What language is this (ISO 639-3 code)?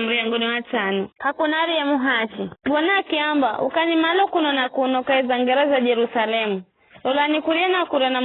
nyf